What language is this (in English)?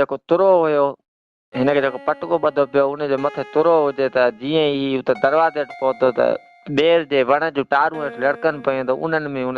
Sindhi